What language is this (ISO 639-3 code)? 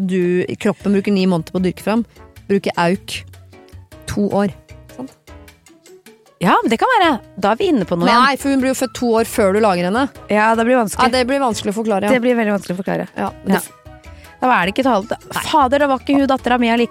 nor